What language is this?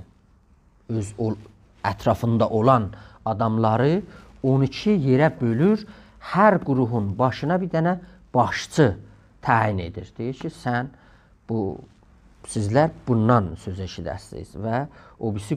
South Azerbaijani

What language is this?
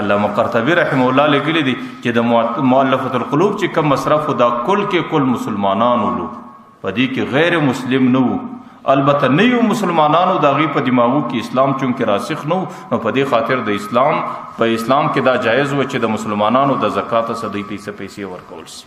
Pashto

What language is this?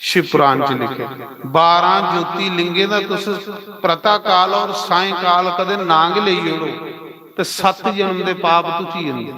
Dogri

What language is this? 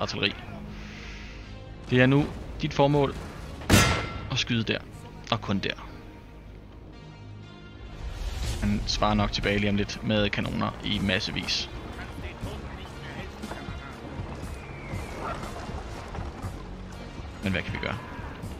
Danish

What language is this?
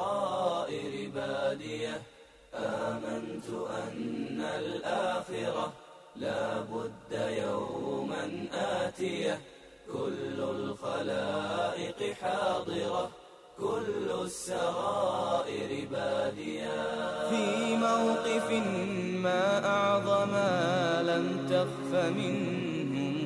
Bosnian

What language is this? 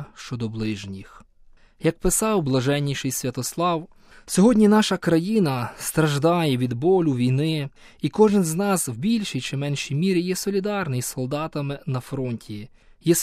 Ukrainian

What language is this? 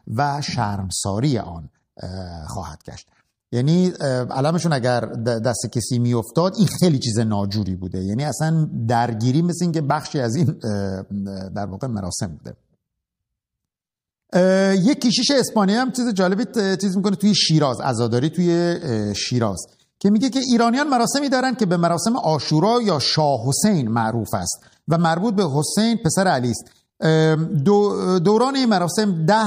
Persian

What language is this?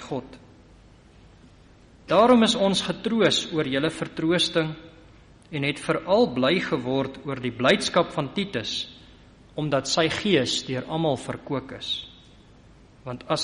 Afrikaans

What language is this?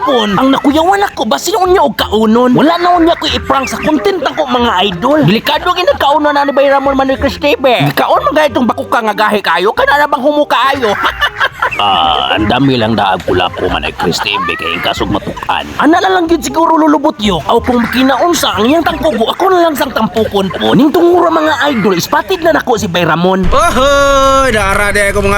Cebuano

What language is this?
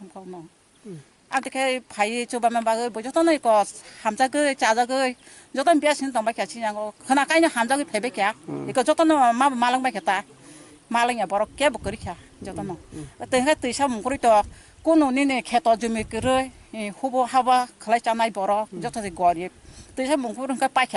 Kok Borok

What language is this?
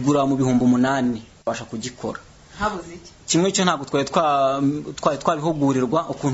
Kinyarwanda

